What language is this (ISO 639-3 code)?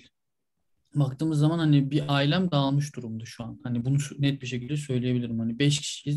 tur